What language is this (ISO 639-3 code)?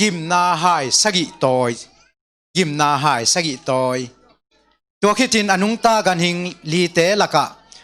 ctd